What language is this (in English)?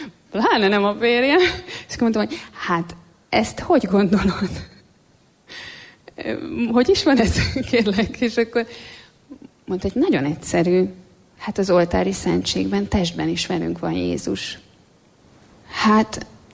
Hungarian